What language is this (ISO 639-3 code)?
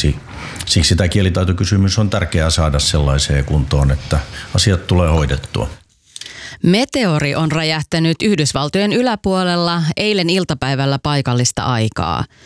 fin